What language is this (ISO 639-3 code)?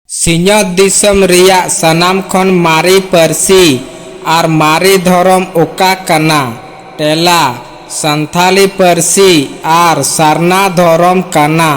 sat